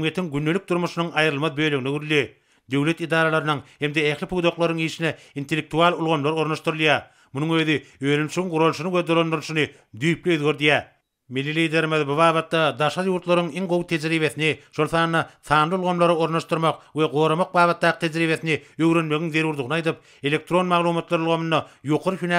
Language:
Turkmen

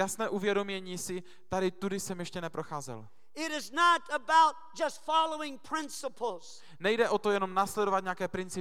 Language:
Czech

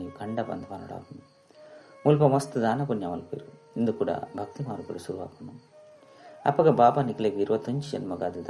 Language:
Tulu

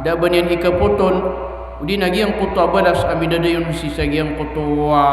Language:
Maranao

